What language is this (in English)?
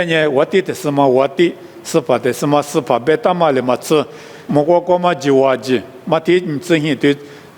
Lisu